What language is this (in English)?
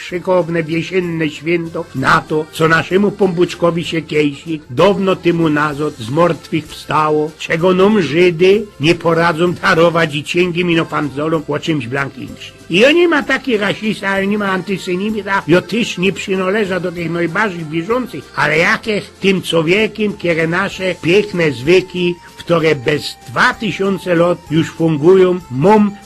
Silesian